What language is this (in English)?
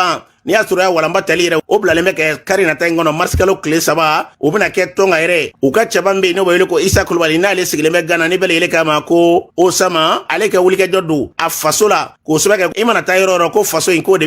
Bambara